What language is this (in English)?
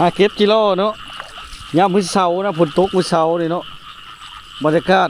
Lao